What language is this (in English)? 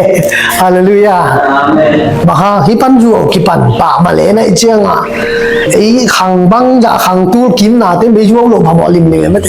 Tedim Chin